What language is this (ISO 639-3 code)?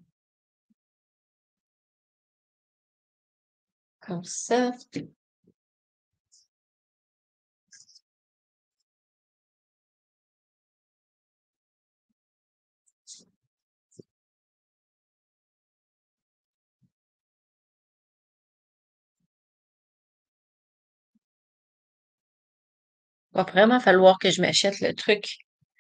fra